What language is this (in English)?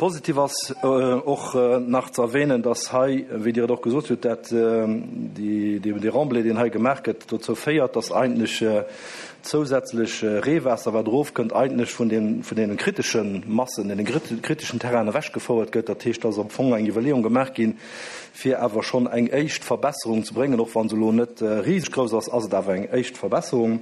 Luxembourgish